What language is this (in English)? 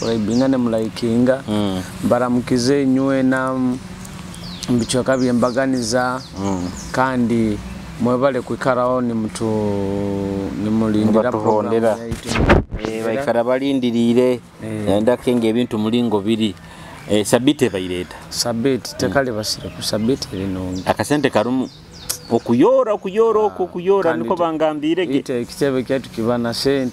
Nyoro